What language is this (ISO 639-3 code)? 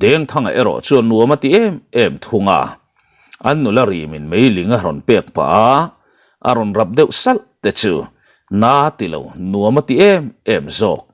lus